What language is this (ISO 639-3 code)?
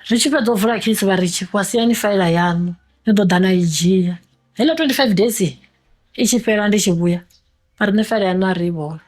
ven